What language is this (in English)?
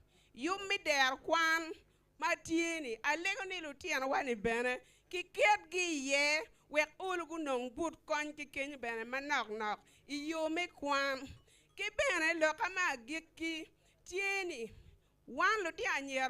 Acoli